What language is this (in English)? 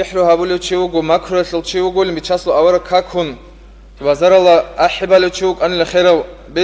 Avaric